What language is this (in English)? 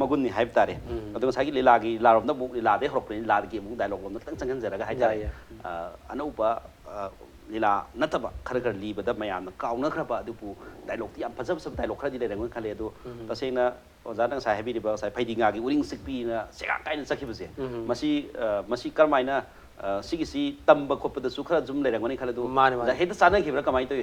Manipuri